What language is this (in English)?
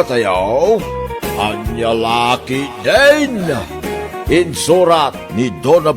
Iloko